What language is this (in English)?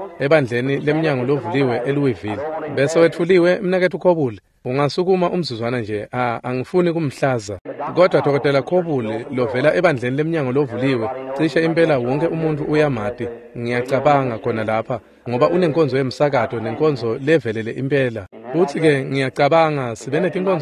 Swati